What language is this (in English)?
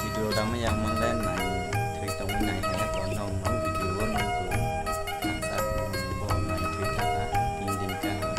Kok Borok